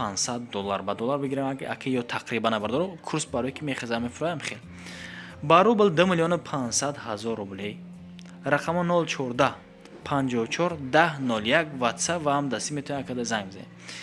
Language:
Tajik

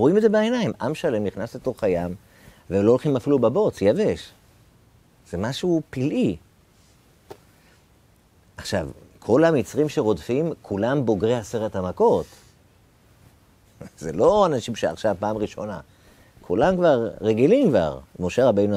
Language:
Hebrew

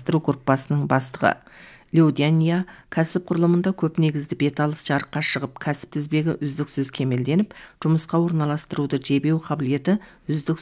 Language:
Kazakh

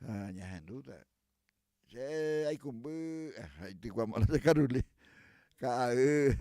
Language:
Guarani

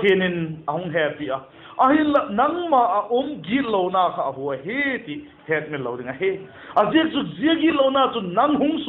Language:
Vaiphei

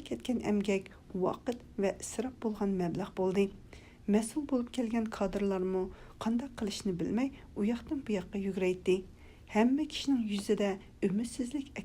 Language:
Uyghur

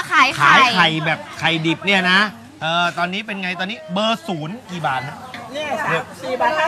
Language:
Thai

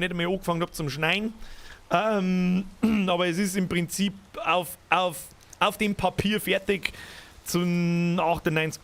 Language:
Bavarian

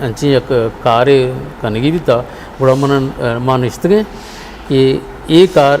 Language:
Eastern Balochi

